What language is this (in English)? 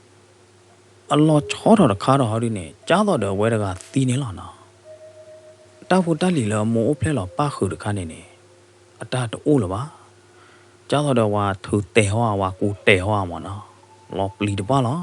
S'gaw Karen